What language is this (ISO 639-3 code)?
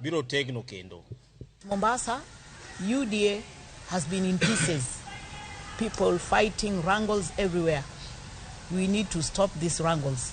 luo